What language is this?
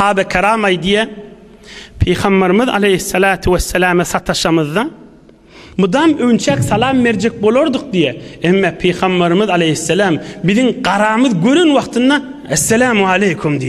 Turkmen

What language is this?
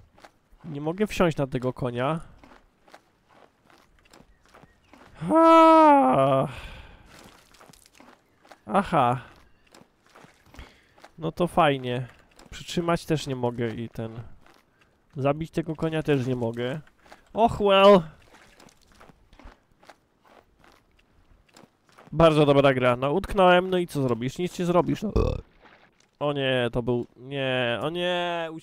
Polish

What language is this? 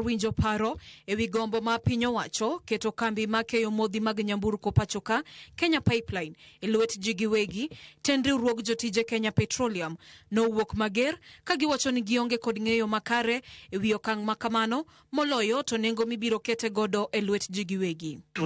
Luo (Kenya and Tanzania)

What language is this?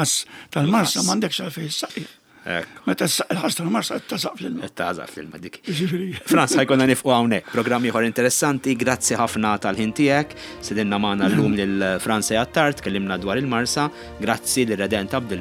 Maltese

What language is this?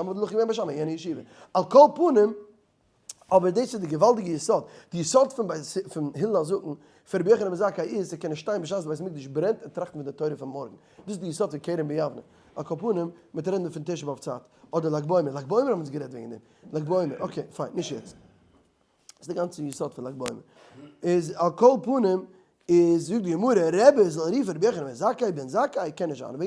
Yiddish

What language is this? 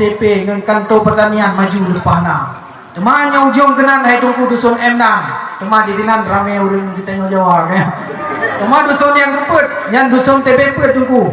Achinese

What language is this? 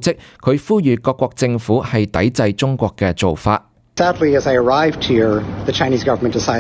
Cantonese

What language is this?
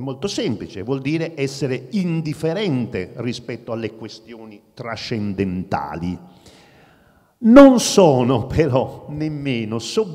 Italian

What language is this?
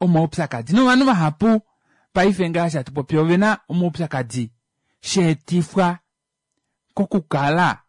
Kuanyama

